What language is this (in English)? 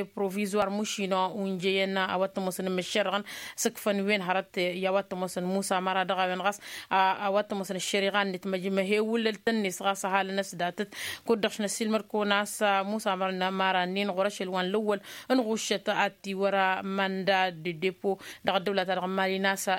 Tamasheq